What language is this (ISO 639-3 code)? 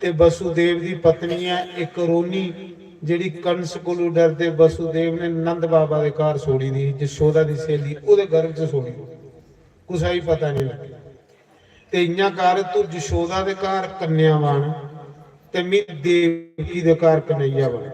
doi